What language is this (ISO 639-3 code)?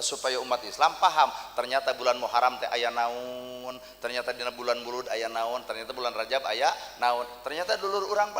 sun